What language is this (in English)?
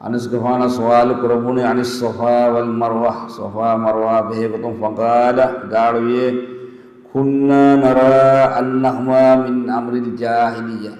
Divehi